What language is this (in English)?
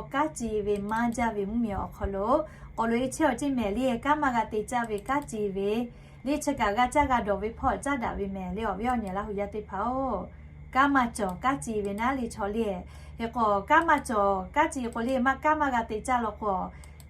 Lahu